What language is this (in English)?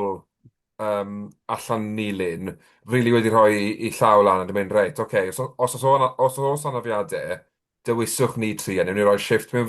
Welsh